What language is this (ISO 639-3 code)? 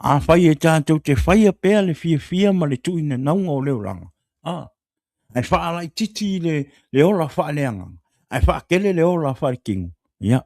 smo